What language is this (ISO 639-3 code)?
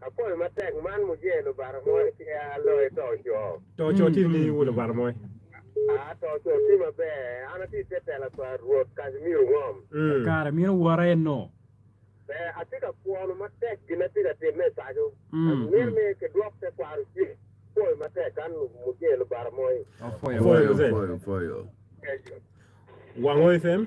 ach